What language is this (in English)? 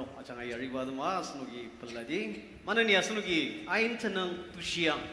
Ao Naga